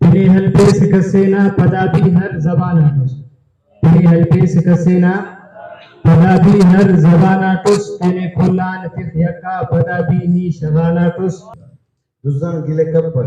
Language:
Brahui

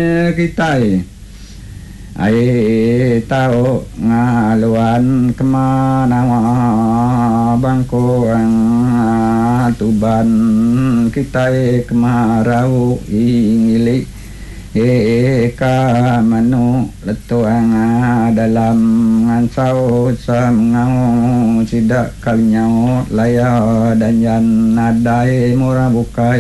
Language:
Iban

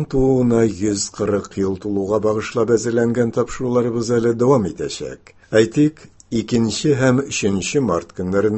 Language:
Tatar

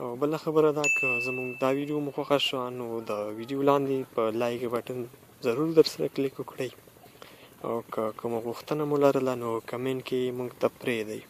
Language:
Pashto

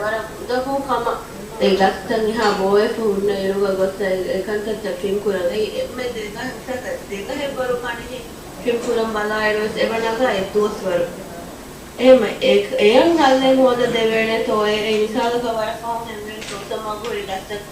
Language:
Divehi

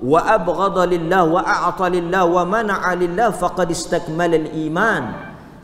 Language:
Malay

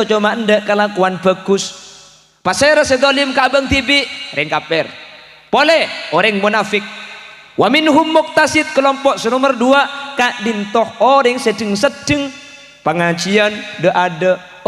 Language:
Madurese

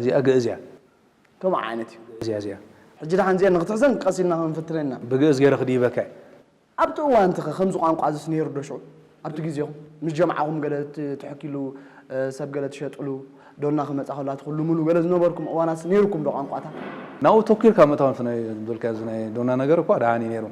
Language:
Tigrinya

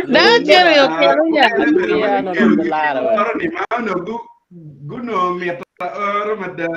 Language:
Acoli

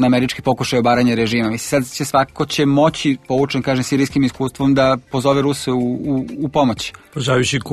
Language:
Serbian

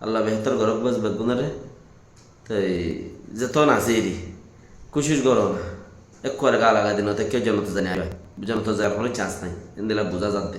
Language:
Rohingya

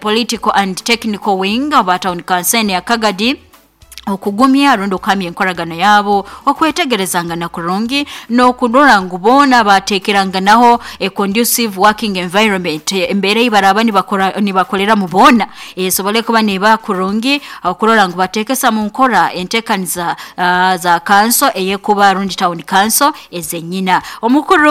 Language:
Nyoro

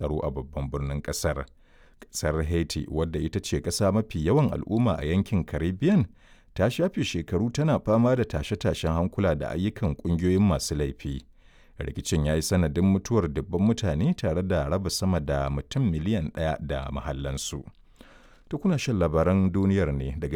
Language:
Hausa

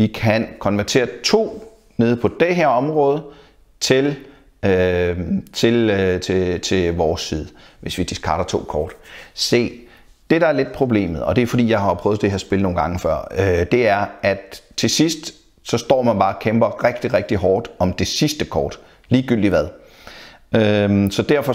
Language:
Danish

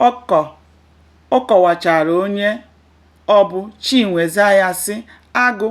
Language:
Igbo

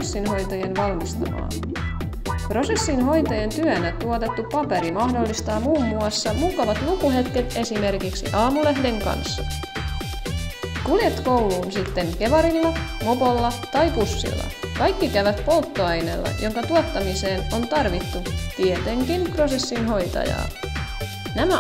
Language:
Finnish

